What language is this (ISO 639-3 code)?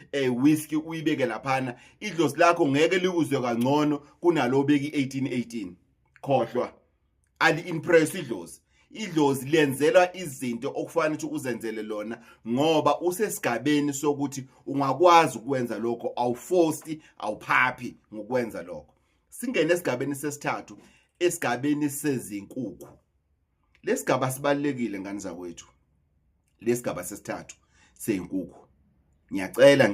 zul